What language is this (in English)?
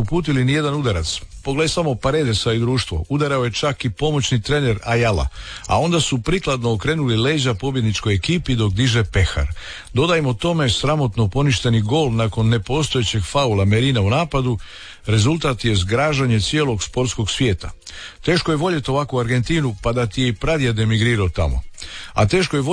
Croatian